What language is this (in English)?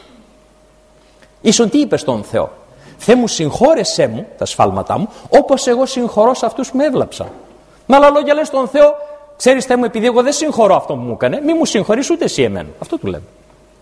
Greek